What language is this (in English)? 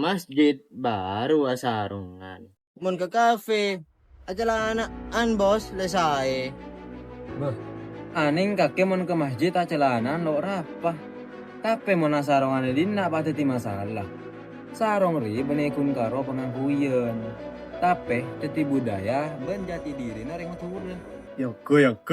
Madurese